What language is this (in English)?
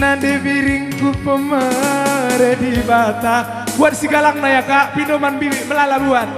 Batak Karo